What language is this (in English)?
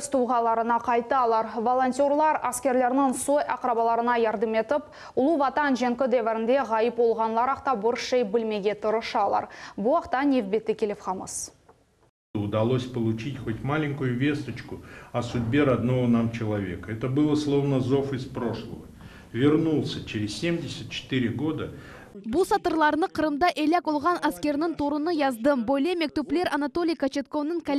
Crimean Tatar